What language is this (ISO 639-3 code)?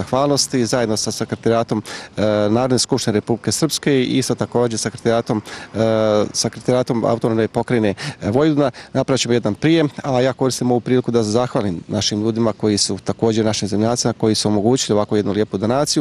bos